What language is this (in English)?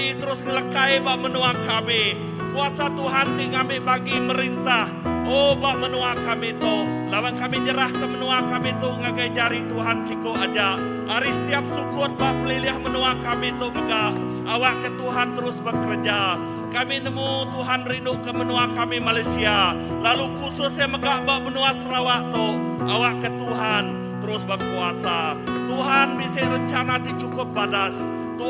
Iban